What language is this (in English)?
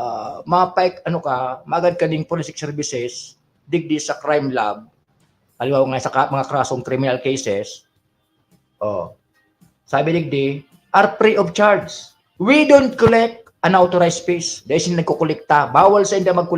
Bikol